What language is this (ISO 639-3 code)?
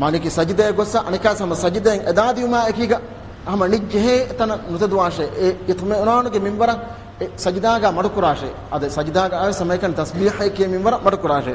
div